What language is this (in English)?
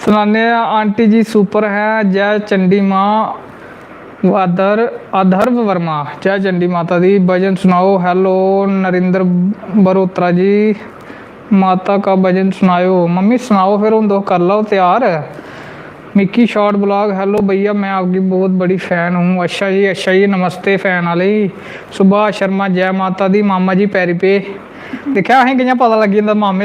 Dogri